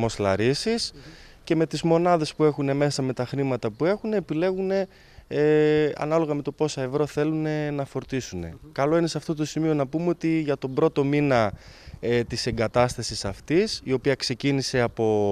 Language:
Greek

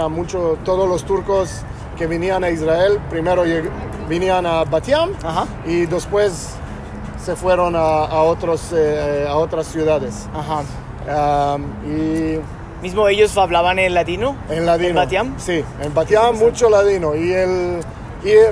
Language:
Ladino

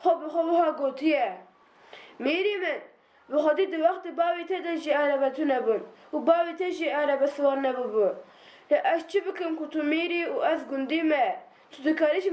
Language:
Kurdish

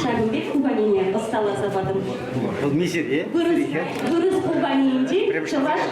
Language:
Chuvash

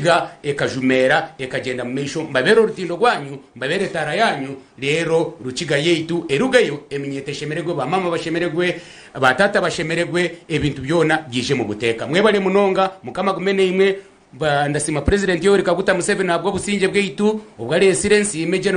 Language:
Nyankole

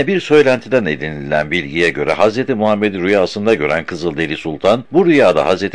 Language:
Turkish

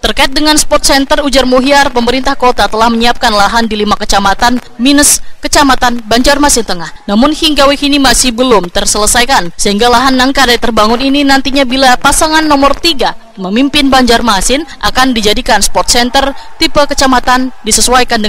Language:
Banjar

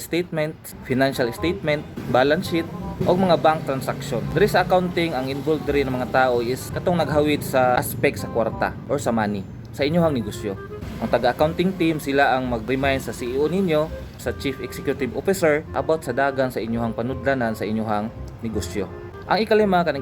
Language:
Cebuano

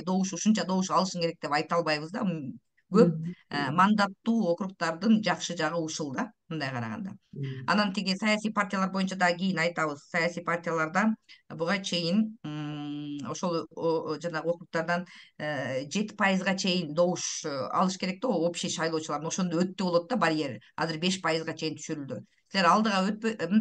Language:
Kyrgyz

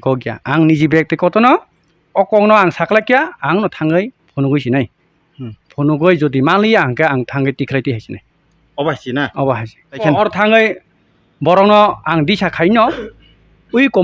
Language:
Kok Borok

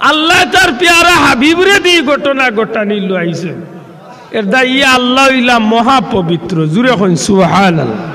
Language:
Sylheti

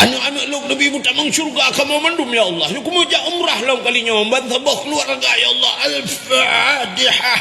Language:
Achinese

